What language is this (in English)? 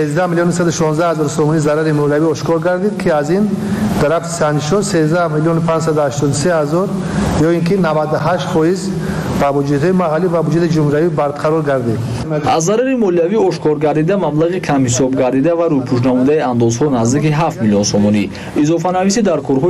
Tajik